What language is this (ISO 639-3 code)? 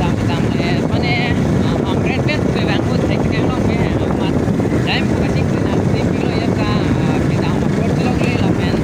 mjw